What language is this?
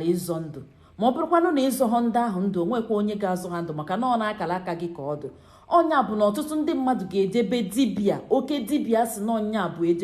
Igbo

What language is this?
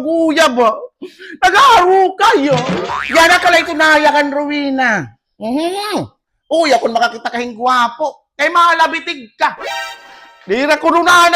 Waray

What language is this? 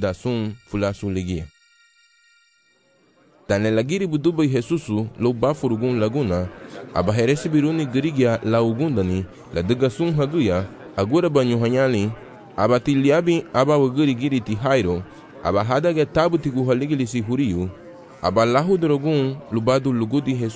Garifuna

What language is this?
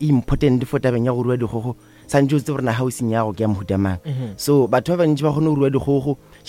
Northern Sotho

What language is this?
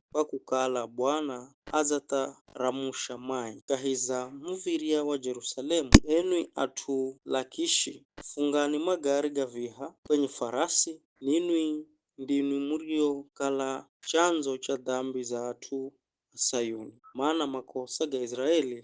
Giryama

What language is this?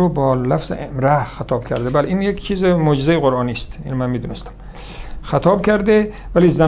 Persian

